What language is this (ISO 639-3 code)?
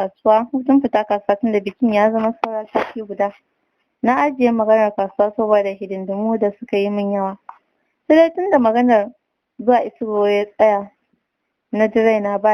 hau